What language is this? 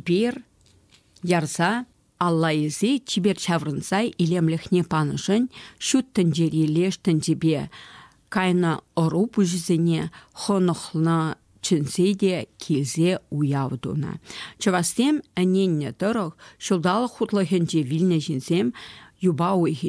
Chuvash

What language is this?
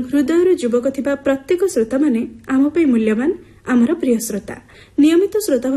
Odia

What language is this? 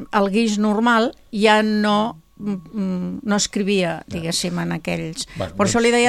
Catalan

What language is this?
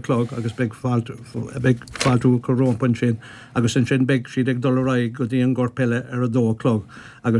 Irish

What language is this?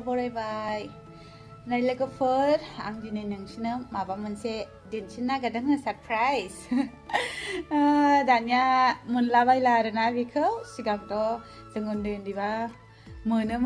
Bodo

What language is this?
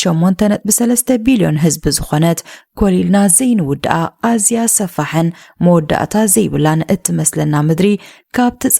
Tigrinya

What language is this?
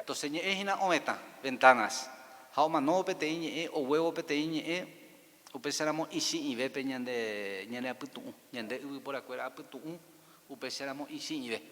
Guarani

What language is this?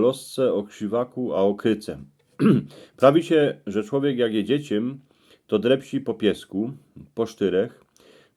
Silesian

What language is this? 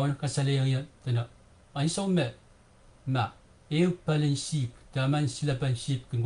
Pohnpeian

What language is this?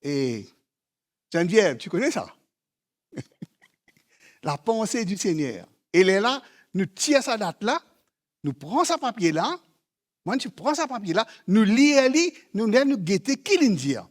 Morisyen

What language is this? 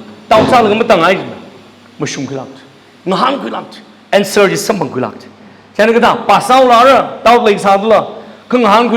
Tangkhul Naga (India)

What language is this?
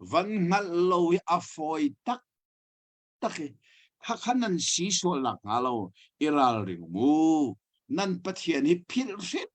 Hakha Chin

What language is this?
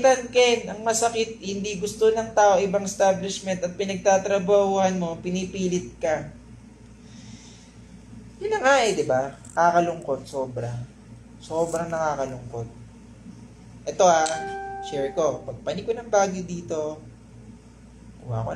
Filipino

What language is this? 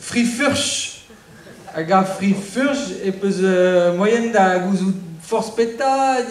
Breton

